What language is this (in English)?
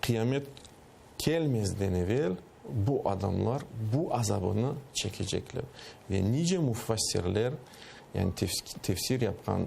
Crimean Tatar